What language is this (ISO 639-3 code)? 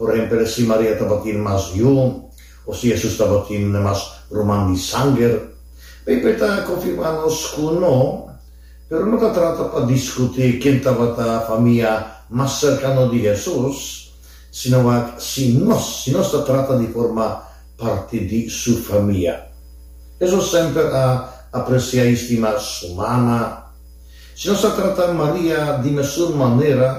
pap